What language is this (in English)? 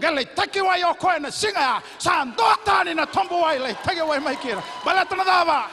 Fijian